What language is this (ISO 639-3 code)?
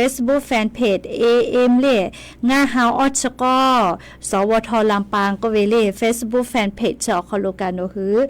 lhu